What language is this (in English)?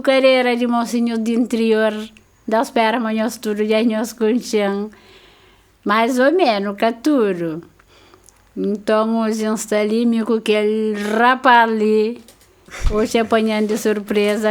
Kabuverdianu